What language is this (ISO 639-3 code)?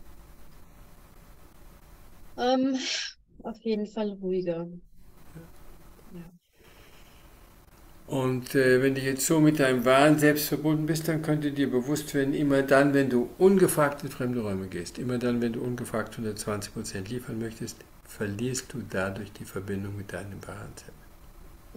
deu